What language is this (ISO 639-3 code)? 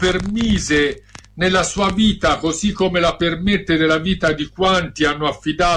ita